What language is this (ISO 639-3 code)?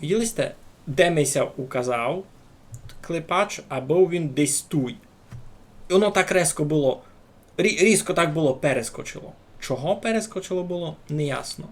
rue